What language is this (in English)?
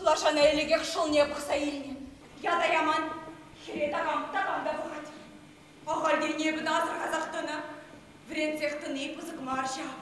Chuvash